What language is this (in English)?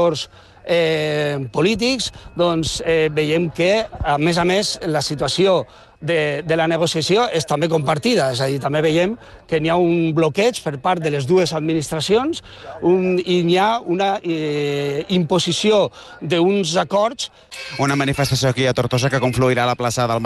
Catalan